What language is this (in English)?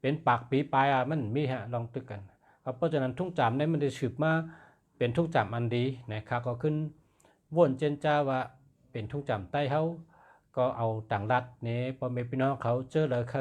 Shan